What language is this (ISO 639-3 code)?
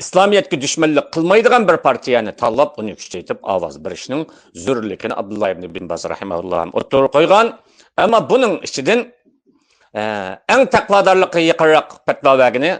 uig